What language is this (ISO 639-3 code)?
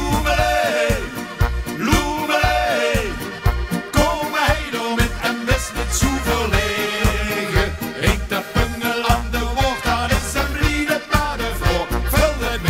lim